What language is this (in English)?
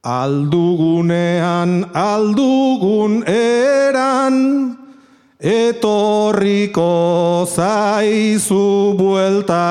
Basque